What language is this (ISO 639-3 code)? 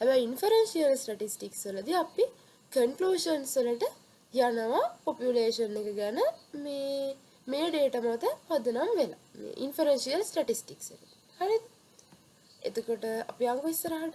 sin